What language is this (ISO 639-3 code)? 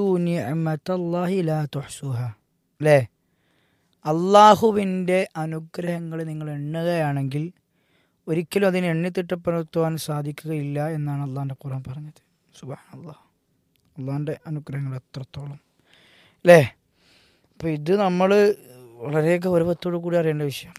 mal